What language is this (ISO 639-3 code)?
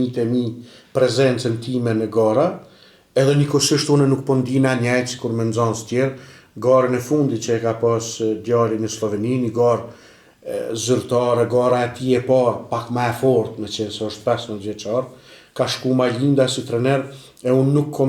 sqi